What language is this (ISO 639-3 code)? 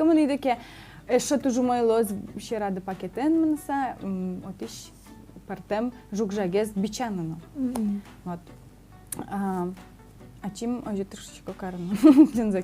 udm